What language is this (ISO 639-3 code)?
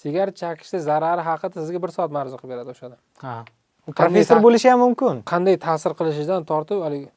uzb